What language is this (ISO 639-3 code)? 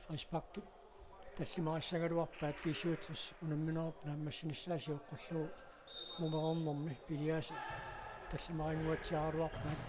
kal